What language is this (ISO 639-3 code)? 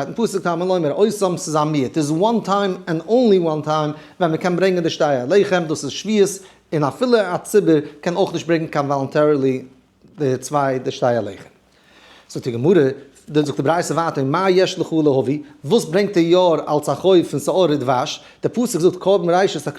yid